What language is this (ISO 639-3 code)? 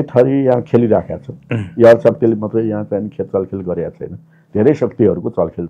nep